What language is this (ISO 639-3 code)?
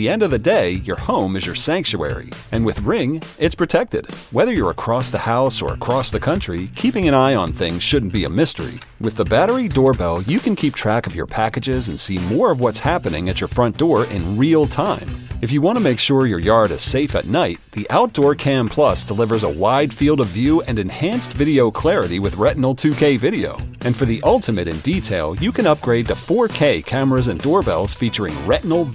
eng